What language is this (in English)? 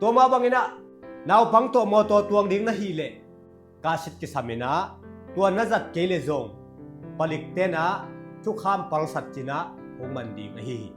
Tedim Chin